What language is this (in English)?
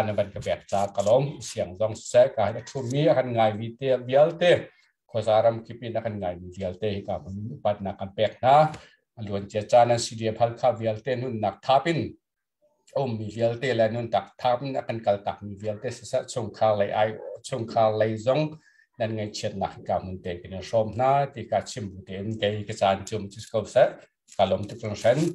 Hakha Chin